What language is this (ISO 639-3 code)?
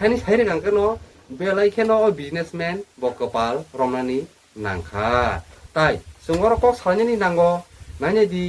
trp